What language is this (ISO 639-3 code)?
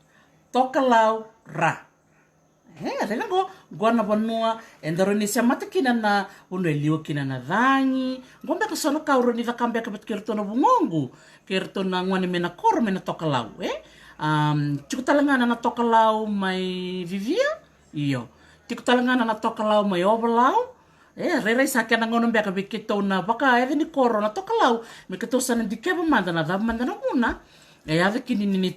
fij